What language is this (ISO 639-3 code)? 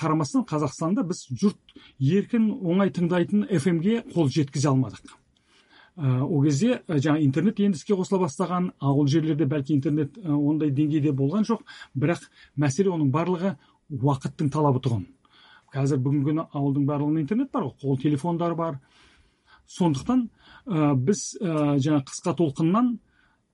kaz